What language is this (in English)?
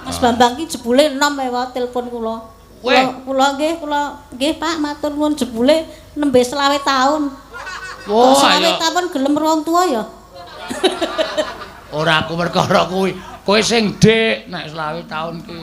Javanese